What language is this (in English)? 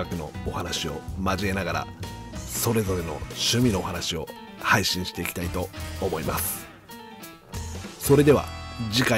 Japanese